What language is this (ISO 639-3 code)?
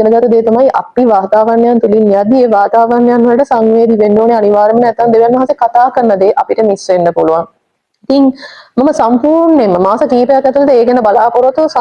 sin